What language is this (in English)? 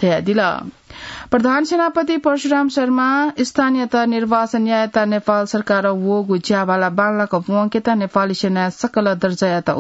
Newari